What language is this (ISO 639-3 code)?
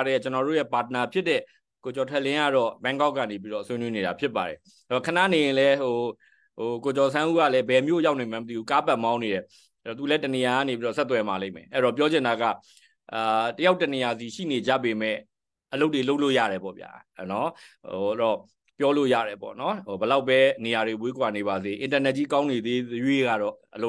mya